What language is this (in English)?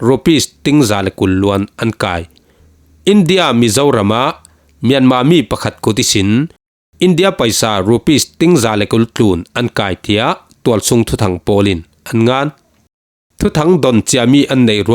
Falam Chin